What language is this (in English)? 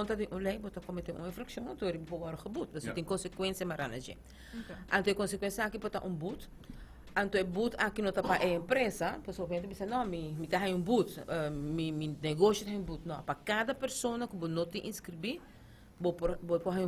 Papiamento